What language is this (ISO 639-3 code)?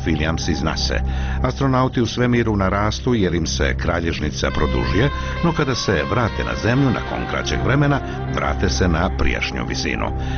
hrv